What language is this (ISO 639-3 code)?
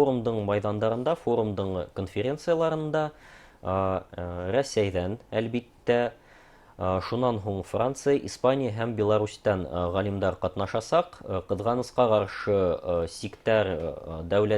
bak